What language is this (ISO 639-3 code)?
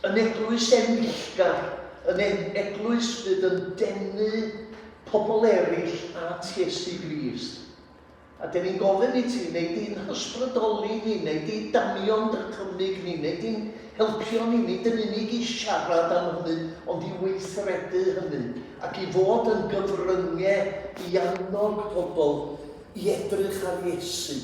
cym